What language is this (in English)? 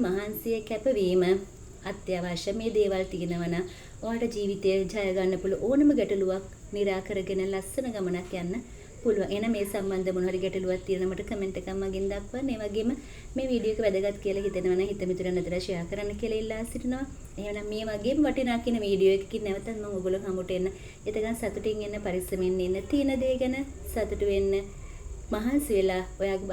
Sinhala